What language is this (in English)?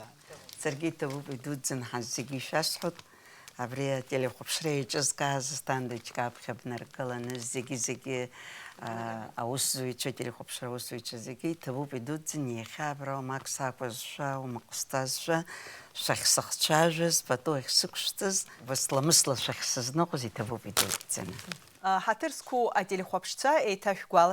Abkhazian